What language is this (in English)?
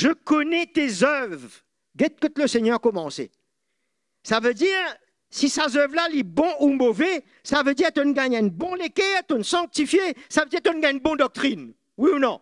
Morisyen